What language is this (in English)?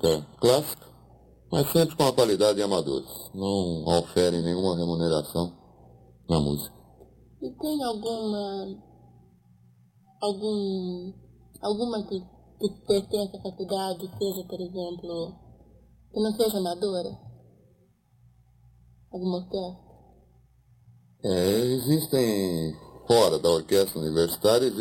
Portuguese